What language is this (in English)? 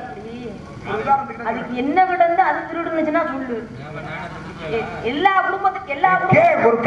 Tamil